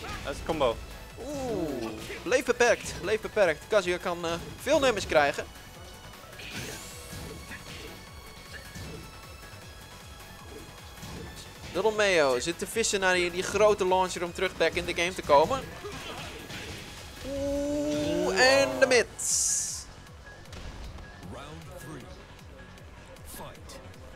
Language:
Dutch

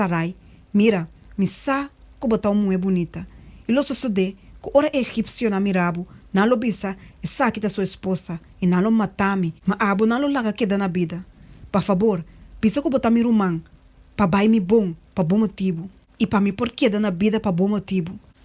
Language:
Papiamento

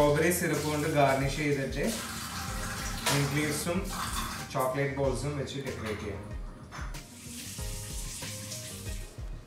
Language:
Malayalam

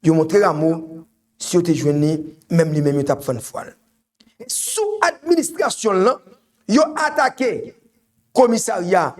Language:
Haitian Creole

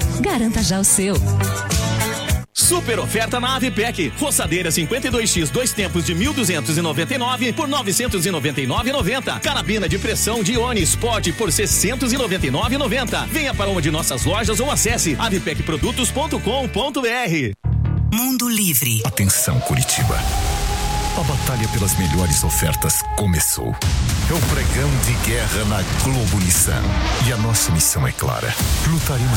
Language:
Portuguese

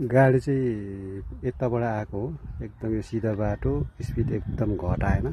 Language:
Nepali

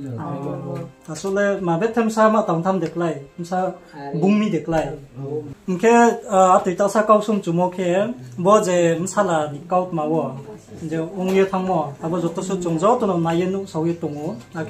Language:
Riang (India)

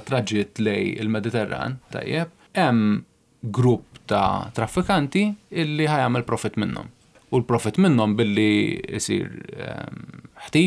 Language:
Maltese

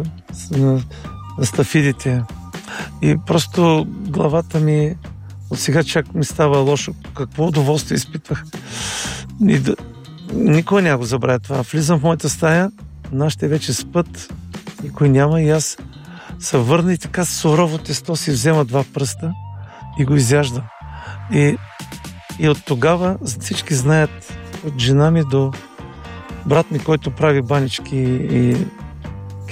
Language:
Bulgarian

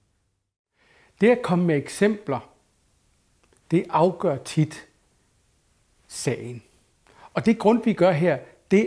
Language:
Danish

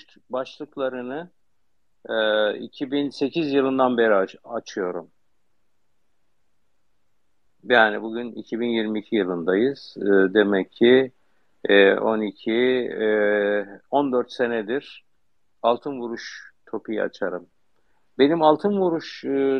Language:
Turkish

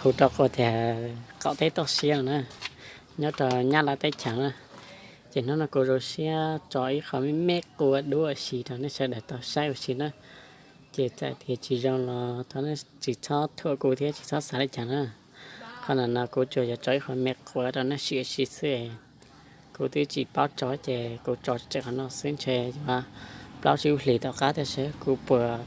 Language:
Hmong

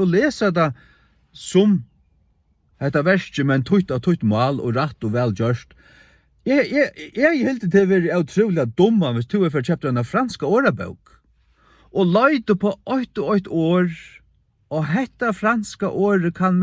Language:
Faroese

